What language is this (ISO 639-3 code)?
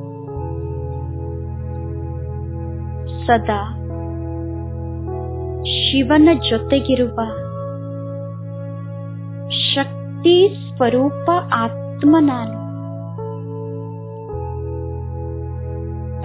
kan